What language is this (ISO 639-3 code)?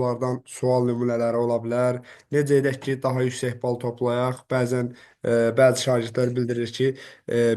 aze